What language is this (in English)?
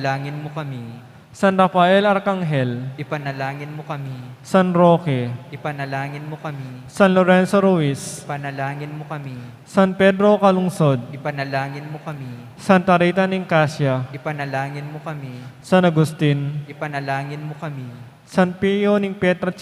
Pampanga